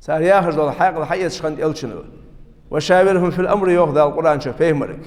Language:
Ingush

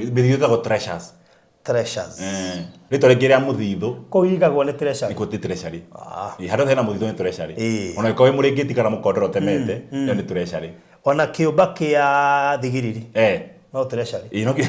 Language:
Kikuyu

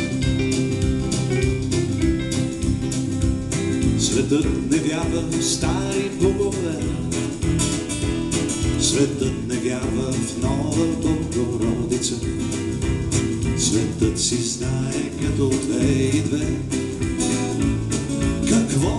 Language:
Bulgarian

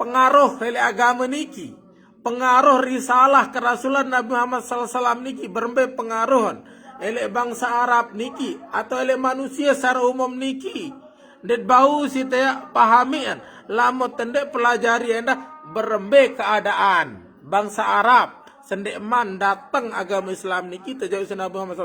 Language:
Sasak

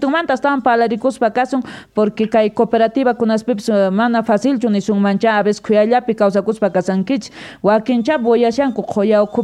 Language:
South Bolivian Quechua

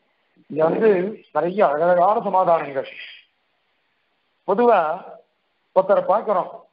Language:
Tamil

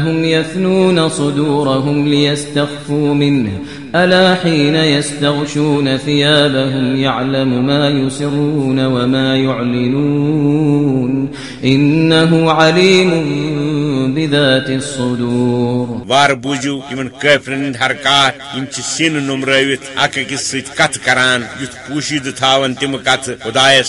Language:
Kashmiri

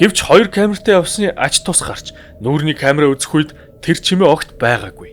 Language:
Mongolian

